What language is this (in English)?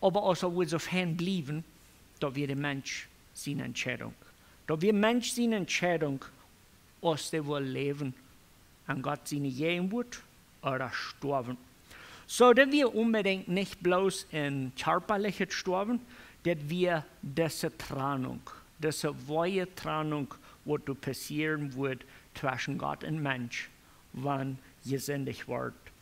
Plautdietsch